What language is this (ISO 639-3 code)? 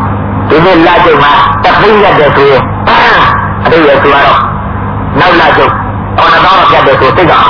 mya